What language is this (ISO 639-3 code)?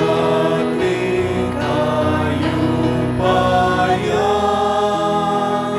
pam